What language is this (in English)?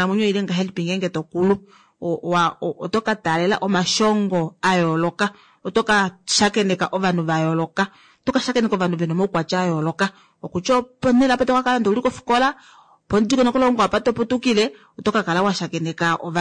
Kuanyama